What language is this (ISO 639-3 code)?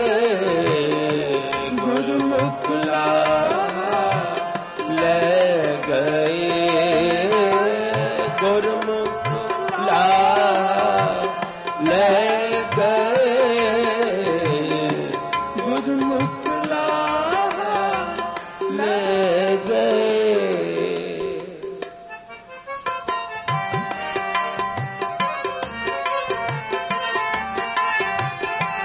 pan